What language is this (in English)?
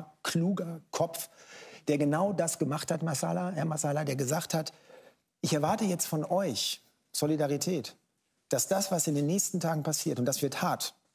German